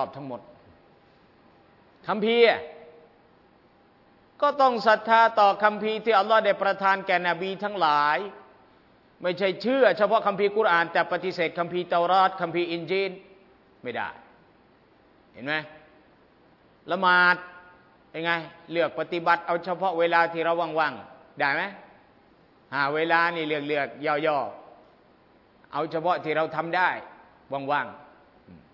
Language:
Thai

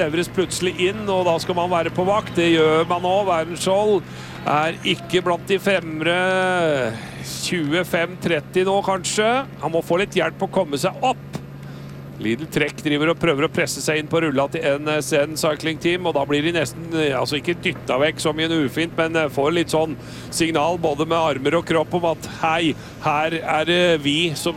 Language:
Norwegian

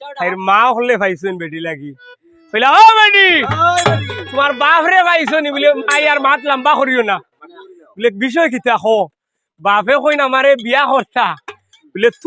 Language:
Sylheti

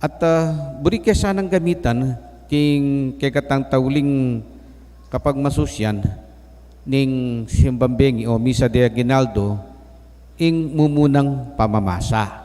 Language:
Pampanga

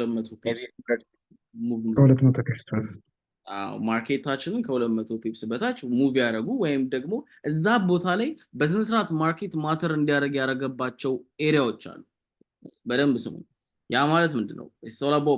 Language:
Amharic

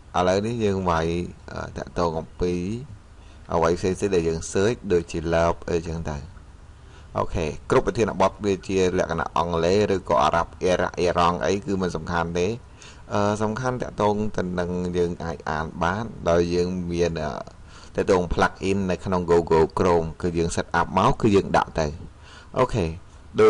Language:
Khmer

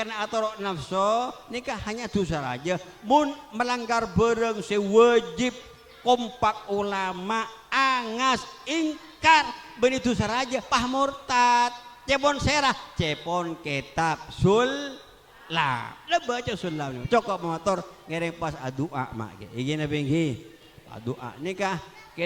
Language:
Madurese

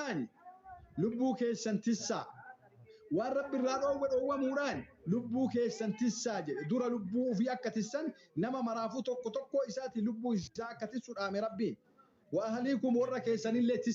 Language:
Oromo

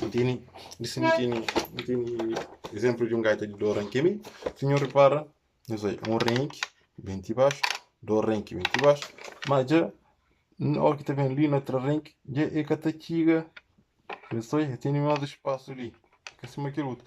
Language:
Kabuverdianu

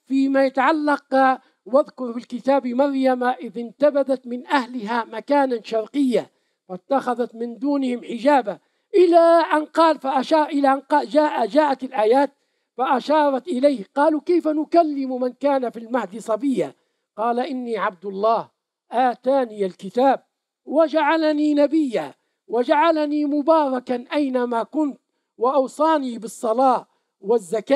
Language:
Arabic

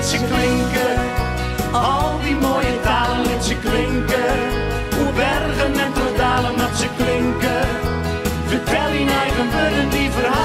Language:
Western Frisian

